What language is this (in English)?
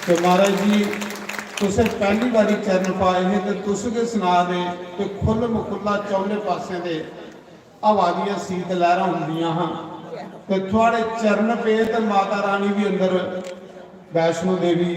Dogri